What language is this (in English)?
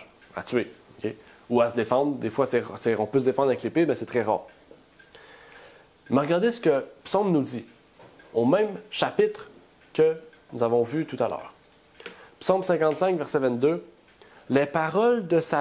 French